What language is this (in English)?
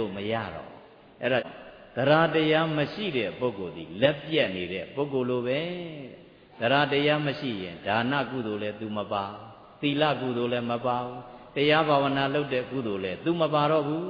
Burmese